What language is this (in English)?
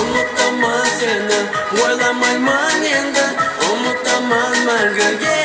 Kara-Kalpak